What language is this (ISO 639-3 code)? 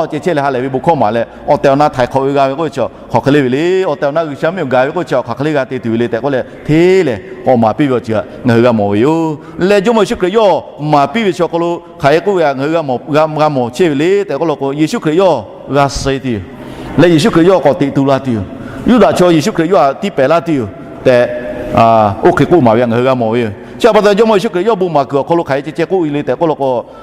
lhu